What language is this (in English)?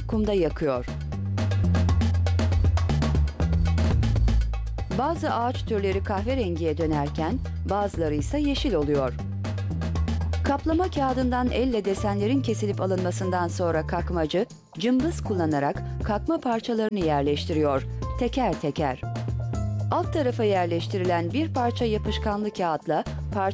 Turkish